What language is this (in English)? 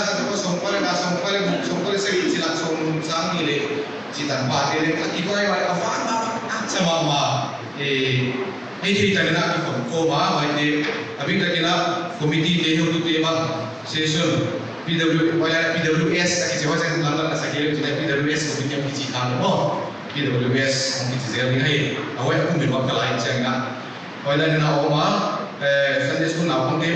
Paite Chin